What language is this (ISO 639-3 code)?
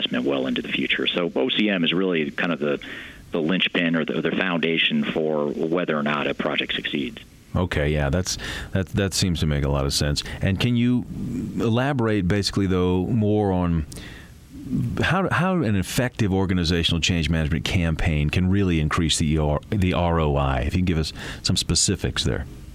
eng